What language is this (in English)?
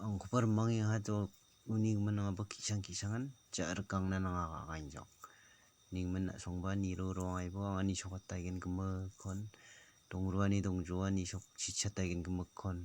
Garo